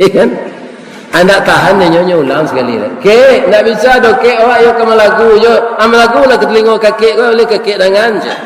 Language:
Minangkabau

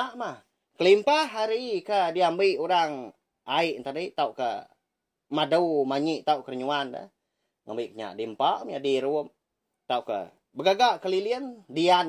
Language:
Iban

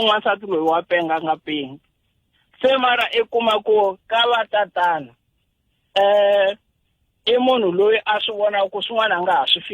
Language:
Tsonga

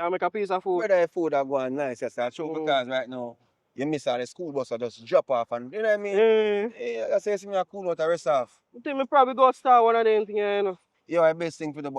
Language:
Jamaican Creole English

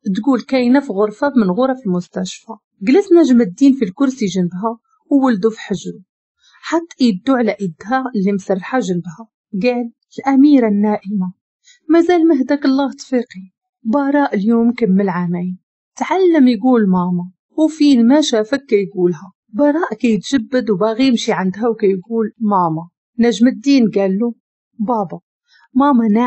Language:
Moroccan Arabic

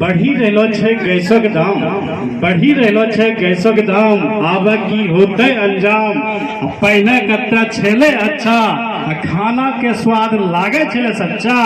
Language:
Angika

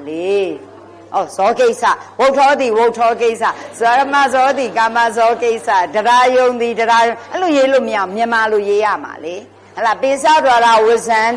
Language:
Burmese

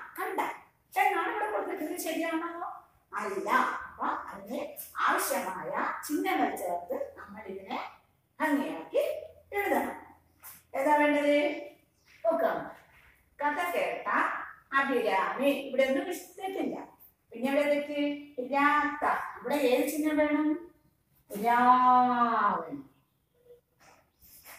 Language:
Malayalam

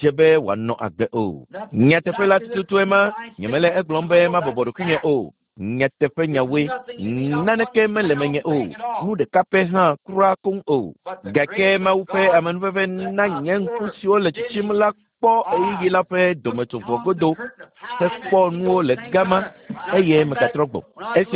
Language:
Ewe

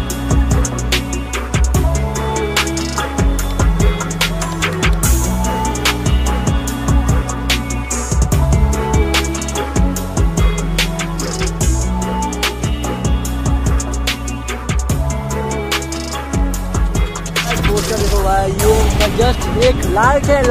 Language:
Hindi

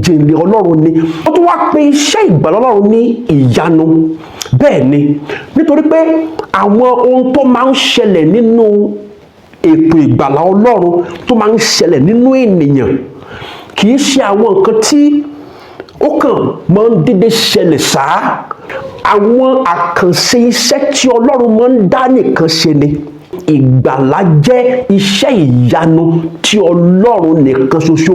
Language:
Yoruba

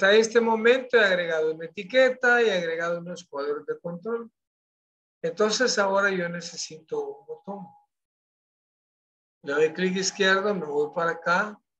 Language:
Spanish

